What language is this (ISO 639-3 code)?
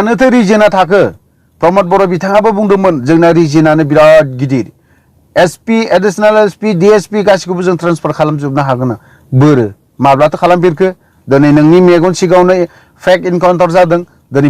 brx